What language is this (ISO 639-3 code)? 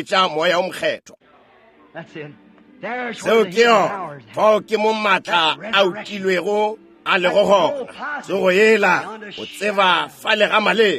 nso